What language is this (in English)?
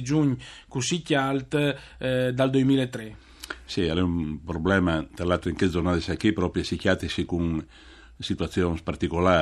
Friulian